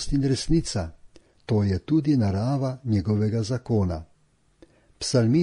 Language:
Slovenian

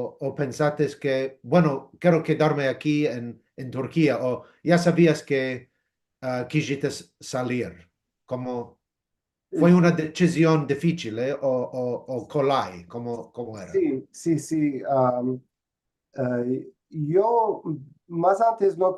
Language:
Ladino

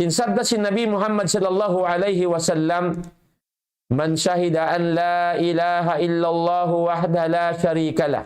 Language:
Tausug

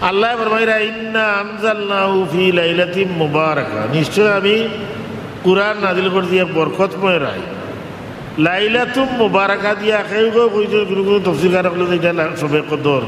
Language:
Sylheti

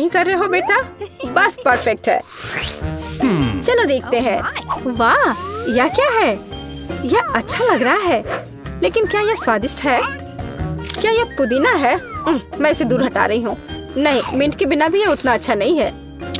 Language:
Hindi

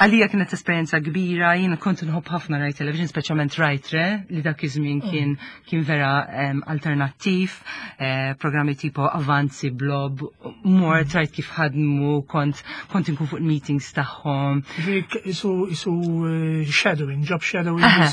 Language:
Maltese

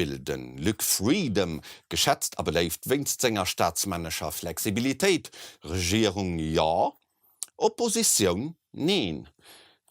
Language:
Luxembourgish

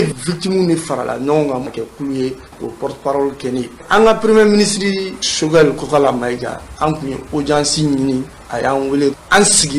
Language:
Bambara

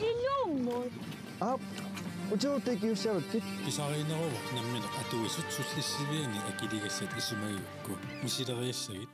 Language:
Kalaallisut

